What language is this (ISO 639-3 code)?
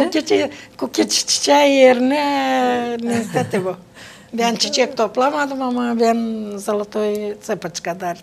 gag